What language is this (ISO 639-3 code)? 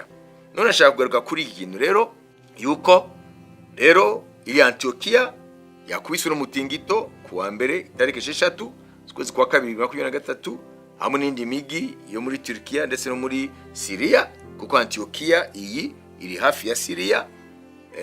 kin